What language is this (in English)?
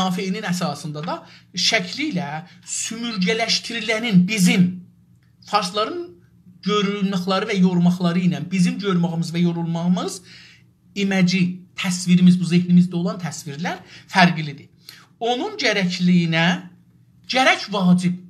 South Azerbaijani